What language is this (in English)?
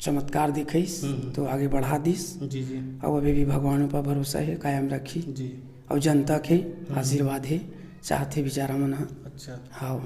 Chhattisgarhi